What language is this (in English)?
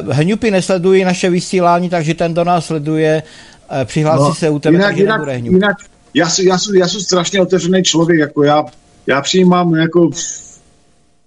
Czech